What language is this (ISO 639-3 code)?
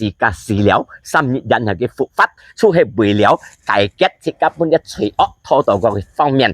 hak